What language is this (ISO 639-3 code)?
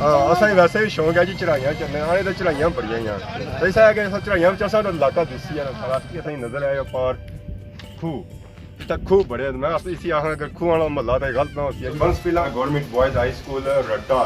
phr